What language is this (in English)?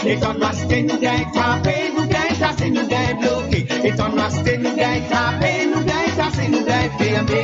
Morisyen